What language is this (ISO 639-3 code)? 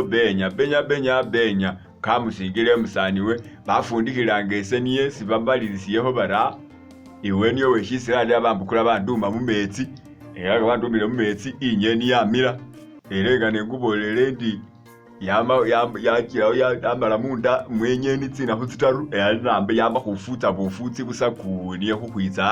myx